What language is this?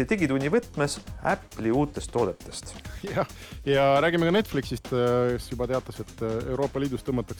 Estonian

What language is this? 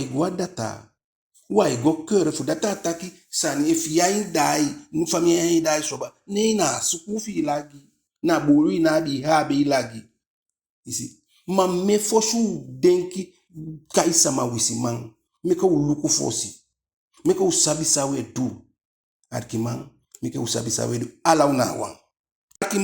Eastern Maroon Creole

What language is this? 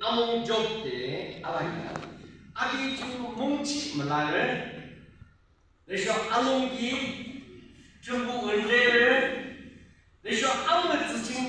Yimchungru Naga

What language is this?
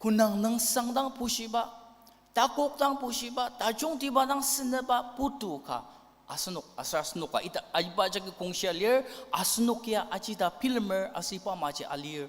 Ao Naga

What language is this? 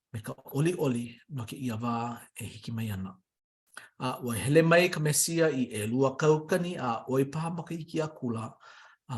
Hawaiian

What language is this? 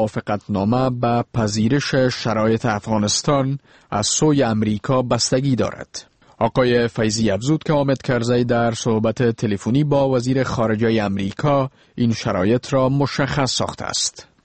Persian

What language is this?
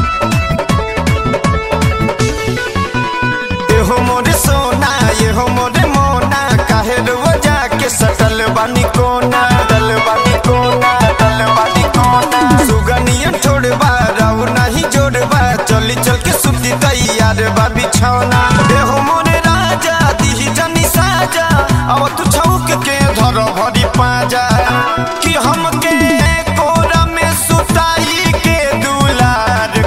Bhojpuri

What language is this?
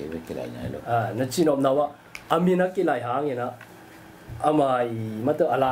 Tedim Chin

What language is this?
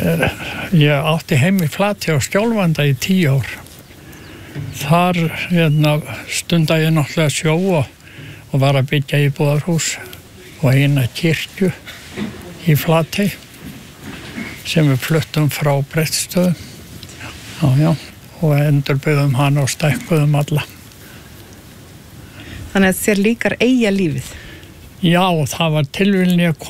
Icelandic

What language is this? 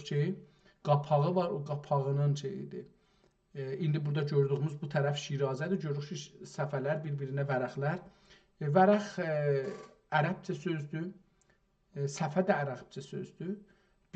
South Azerbaijani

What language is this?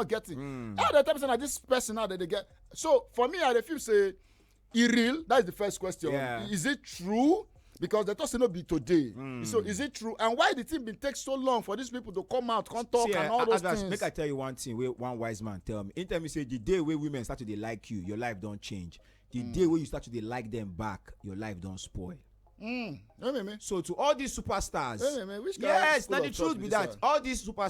Nigerian Pidgin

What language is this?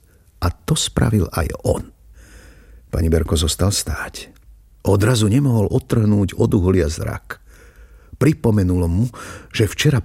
Slovak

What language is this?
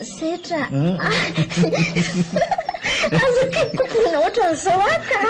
Malagasy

